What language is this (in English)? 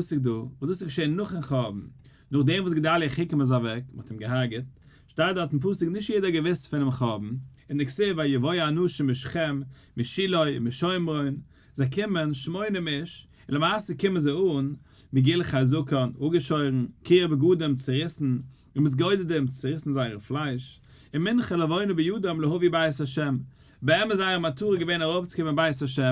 Yiddish